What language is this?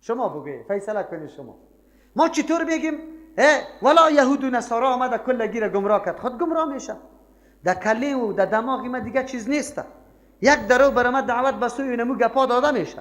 Persian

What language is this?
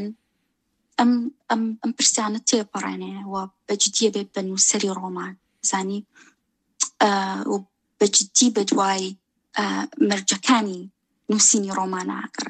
Central Kurdish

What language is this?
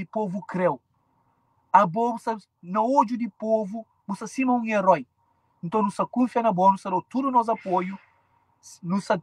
Kabuverdianu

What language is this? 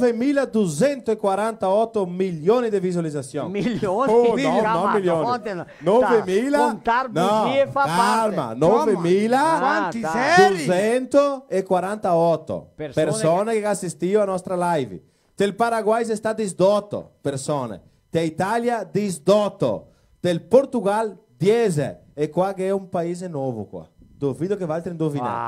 Venetian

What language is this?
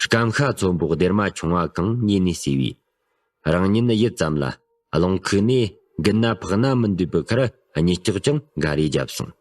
Tibetan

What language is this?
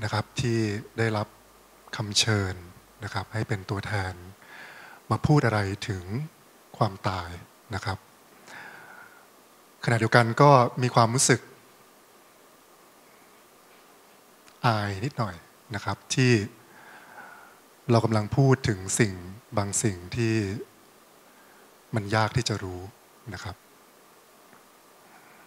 Thai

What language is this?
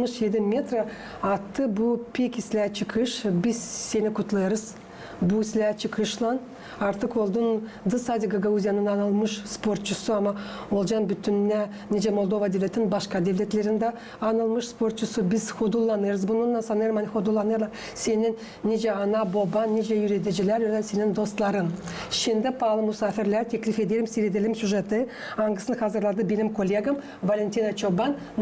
Gagauz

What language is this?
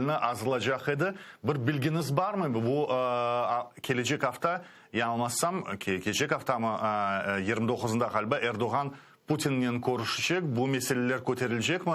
Crimean Tatar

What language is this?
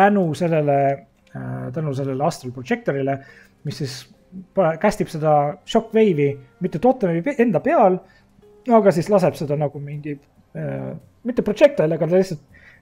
Estonian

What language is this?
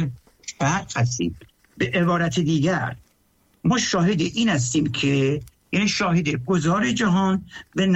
Persian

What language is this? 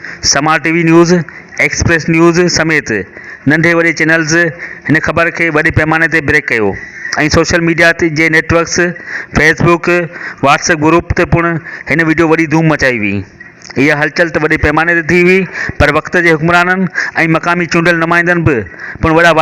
Sindhi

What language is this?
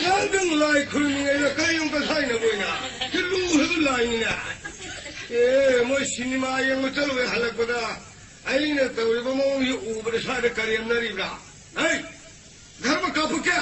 Manipuri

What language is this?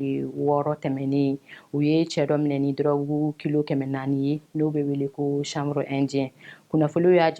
Bambara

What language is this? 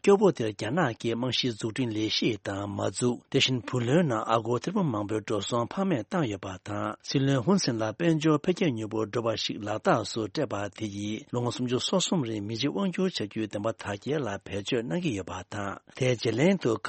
Tibetan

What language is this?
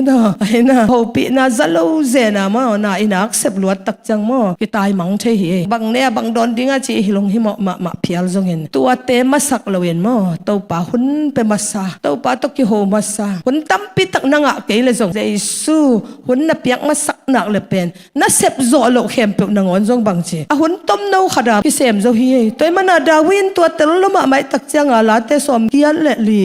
Tedim Chin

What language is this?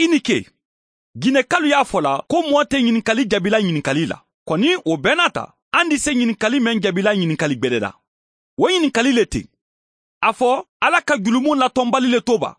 Mandingo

